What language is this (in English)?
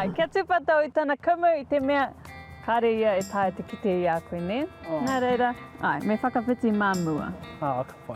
Māori